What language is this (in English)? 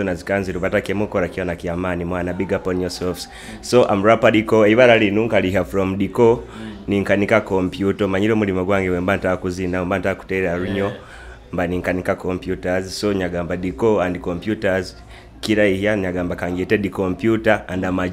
Nyoro